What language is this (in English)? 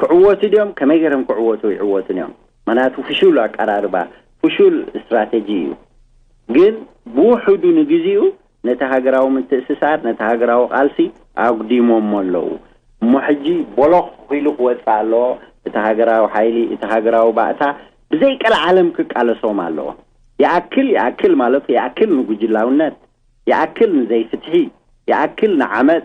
Tigrinya